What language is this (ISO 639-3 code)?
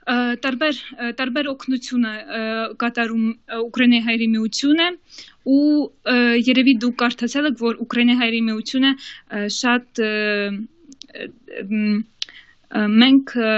hye